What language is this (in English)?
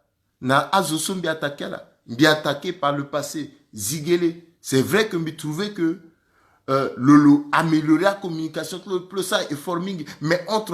Sango